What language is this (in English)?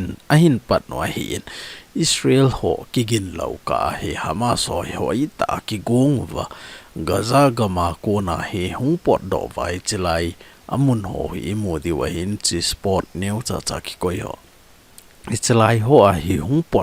Thado Chin